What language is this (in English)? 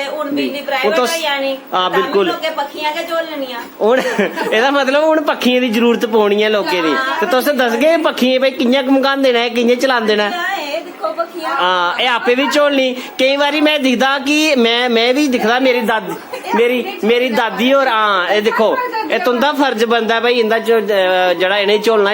Dogri